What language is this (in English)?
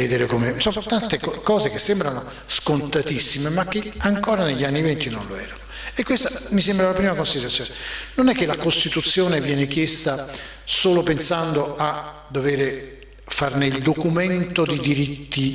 Italian